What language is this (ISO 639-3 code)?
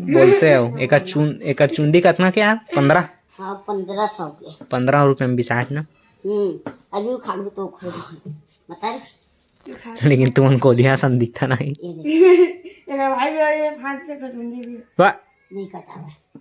hne